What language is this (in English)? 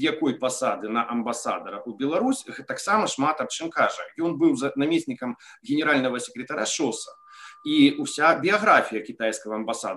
Belarusian